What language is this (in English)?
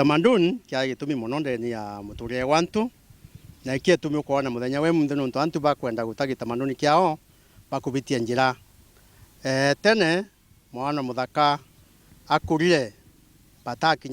Meru